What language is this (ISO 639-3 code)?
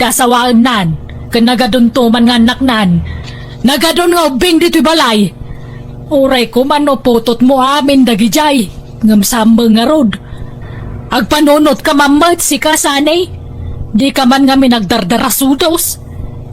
ilo